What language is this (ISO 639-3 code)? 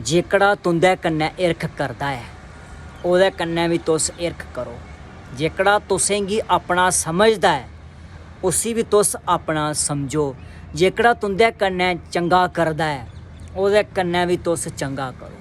doi